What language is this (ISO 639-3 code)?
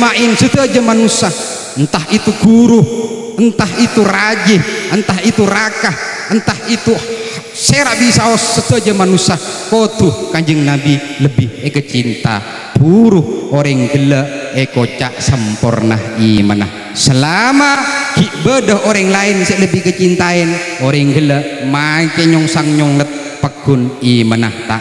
mad